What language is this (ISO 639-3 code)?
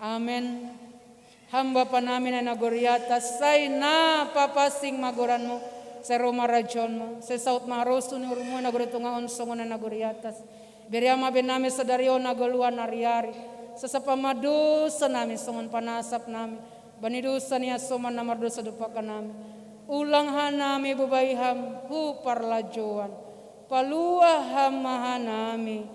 bts